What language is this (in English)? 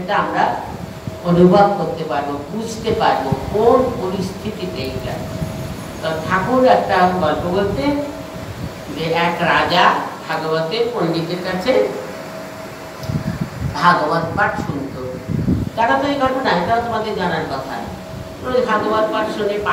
Bangla